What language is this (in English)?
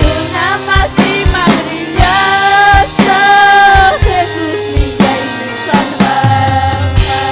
Ayacucho Quechua